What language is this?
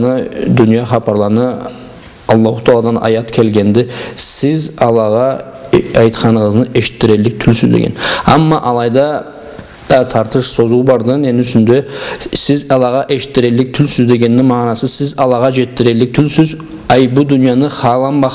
Karachay-Balkar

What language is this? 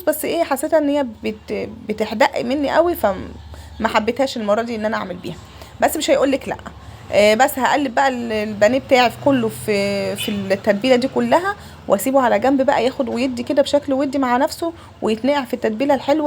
Egyptian Arabic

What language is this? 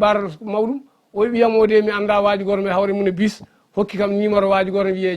Fula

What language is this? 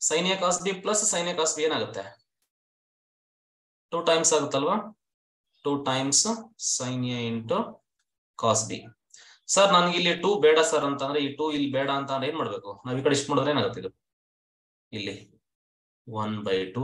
Kannada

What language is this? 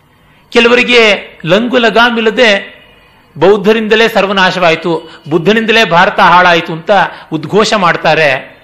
Kannada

